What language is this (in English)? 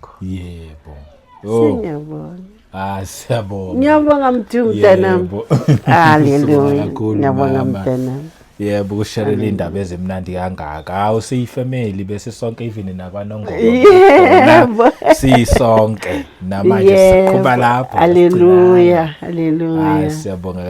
Zulu